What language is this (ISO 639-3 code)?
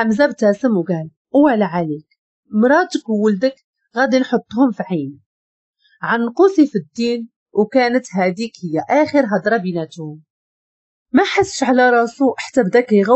ary